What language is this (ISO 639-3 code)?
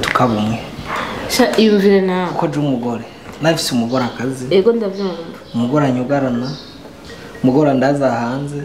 run